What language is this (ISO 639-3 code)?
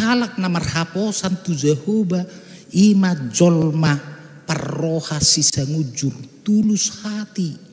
bbc